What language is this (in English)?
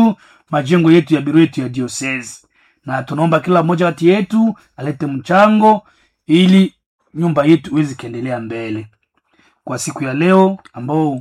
Swahili